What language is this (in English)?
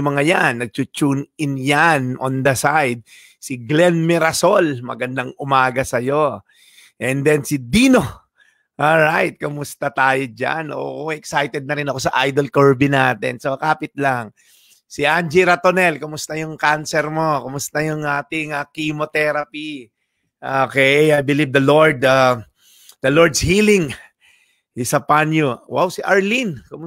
Filipino